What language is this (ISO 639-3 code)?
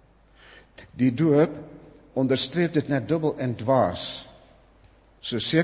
afr